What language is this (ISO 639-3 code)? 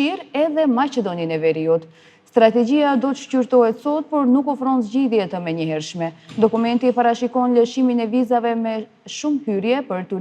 sqi